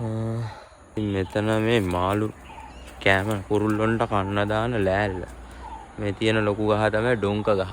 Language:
Sinhala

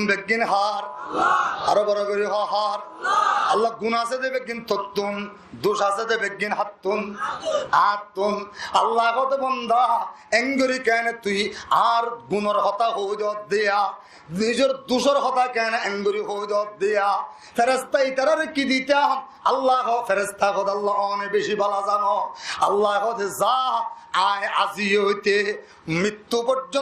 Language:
Rohingya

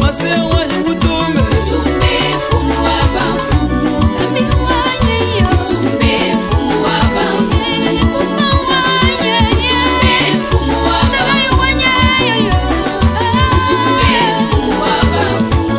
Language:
Luba-Lulua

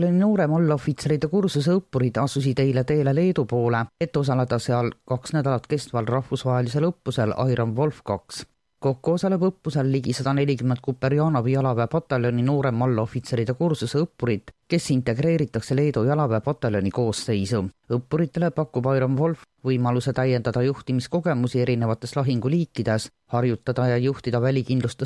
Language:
Estonian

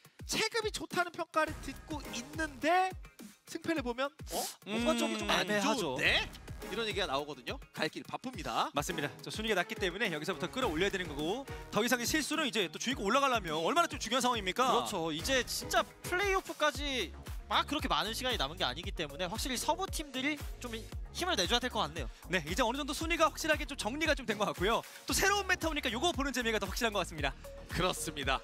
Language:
Korean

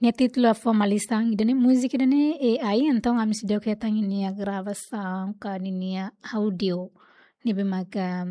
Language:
Tetum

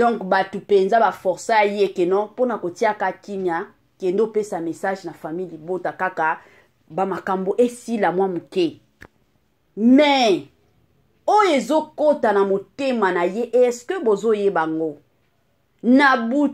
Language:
Lingala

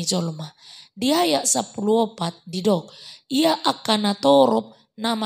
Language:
Batak Toba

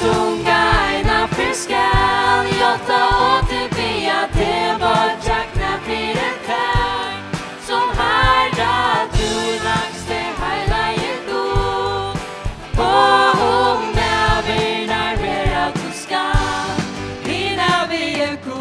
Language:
Faroese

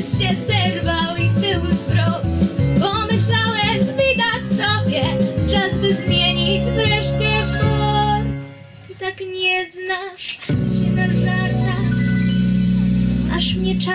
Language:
Polish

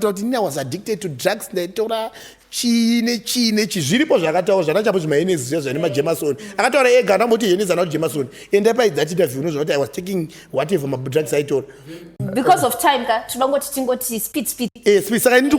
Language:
Shona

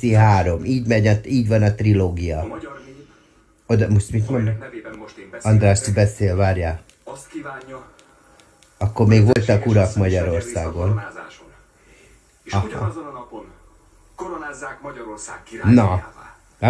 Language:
Hungarian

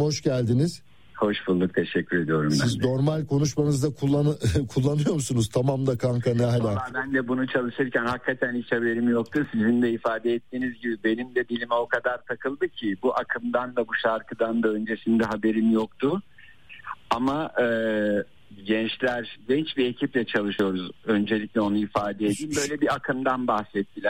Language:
Turkish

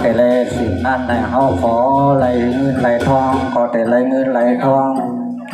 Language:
Shan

